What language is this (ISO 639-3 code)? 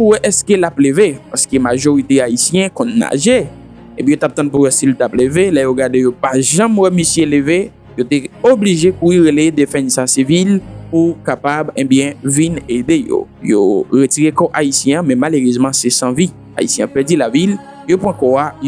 hat